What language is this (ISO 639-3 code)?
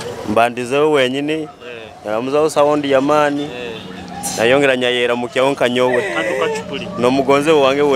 nyo